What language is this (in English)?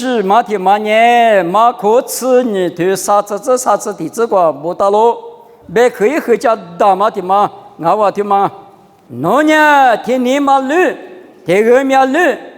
Lisu